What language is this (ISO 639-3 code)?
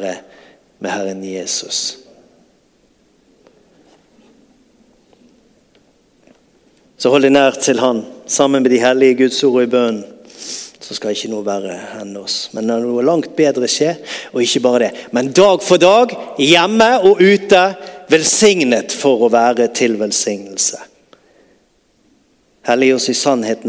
nor